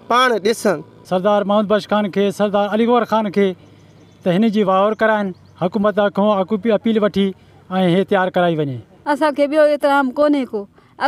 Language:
Sindhi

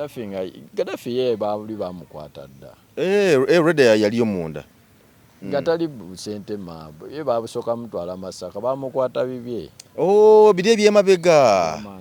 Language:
Ganda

